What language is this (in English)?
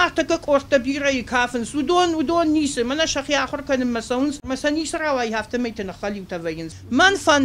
Ossetic